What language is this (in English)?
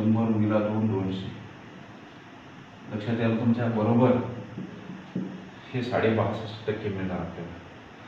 Marathi